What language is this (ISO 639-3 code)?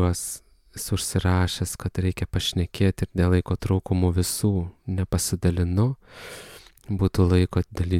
lit